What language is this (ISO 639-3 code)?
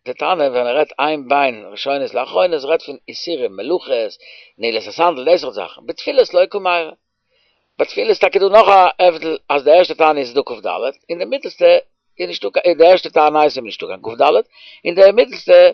yid